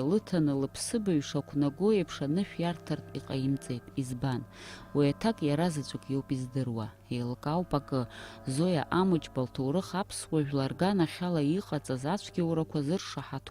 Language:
Abkhazian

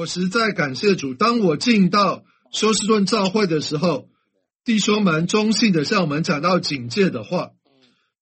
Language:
Chinese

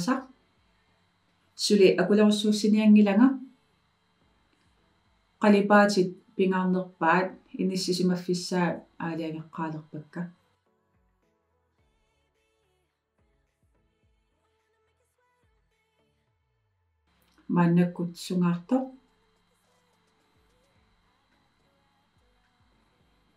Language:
Kalaallisut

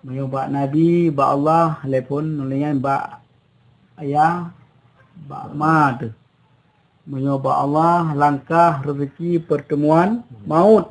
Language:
Achinese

